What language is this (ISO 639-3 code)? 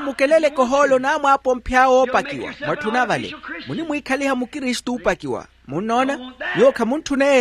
vmw